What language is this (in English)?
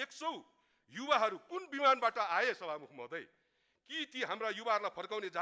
Nepali